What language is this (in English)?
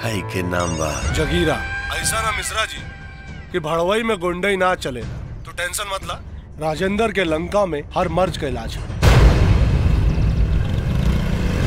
Bhojpuri